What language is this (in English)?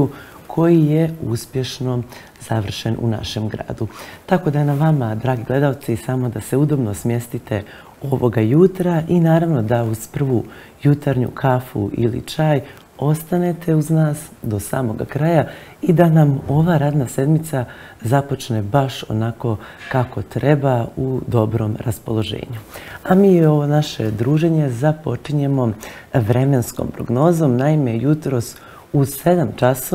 Bosnian